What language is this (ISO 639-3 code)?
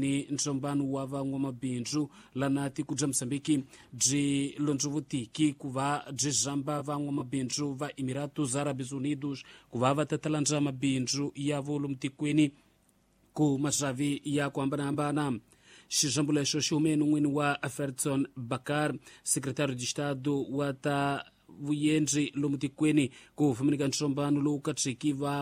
tso